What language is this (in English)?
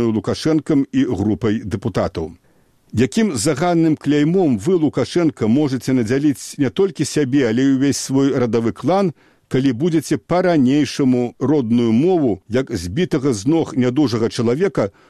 Belarusian